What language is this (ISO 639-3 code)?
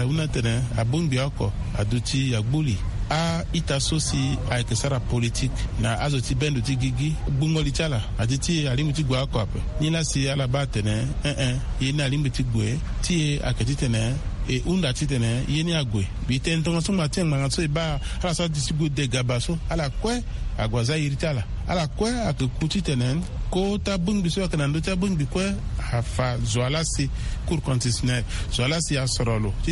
sag